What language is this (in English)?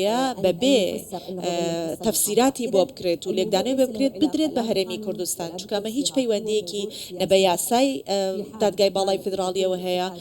Central Kurdish